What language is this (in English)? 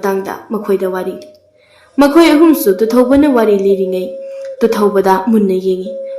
Manipuri